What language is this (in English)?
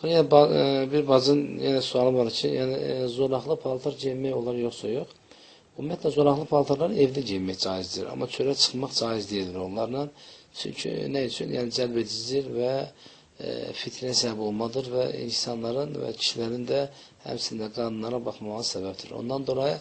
Azerbaijani